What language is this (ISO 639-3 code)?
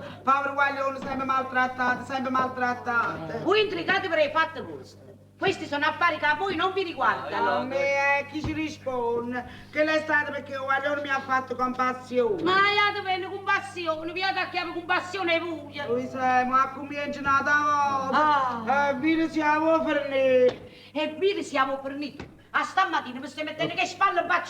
nap